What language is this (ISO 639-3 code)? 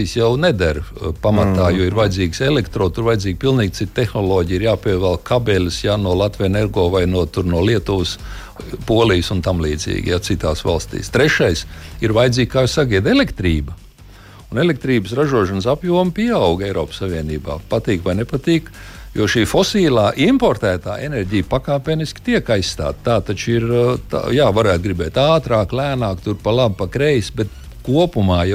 lav